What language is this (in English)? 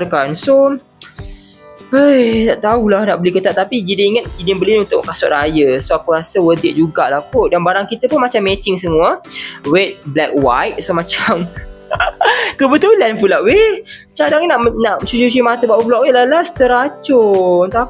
Malay